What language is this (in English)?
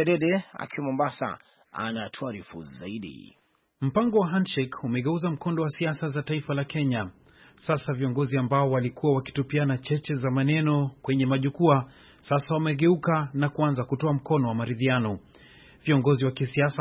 Swahili